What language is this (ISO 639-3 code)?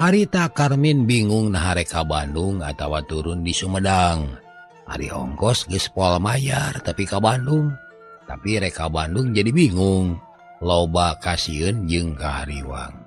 sun